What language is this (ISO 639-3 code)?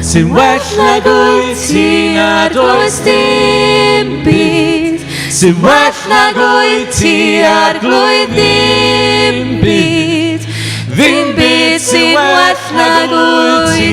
cym